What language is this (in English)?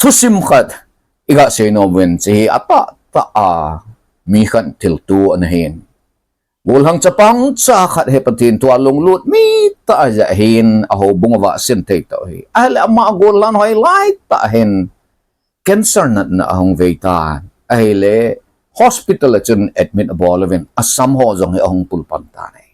Thado Chin